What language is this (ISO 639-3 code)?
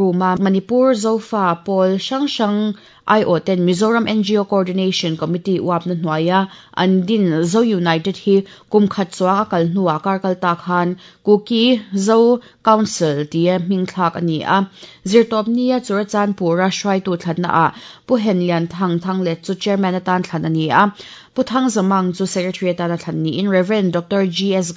lus